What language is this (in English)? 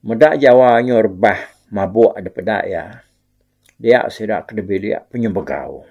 Iban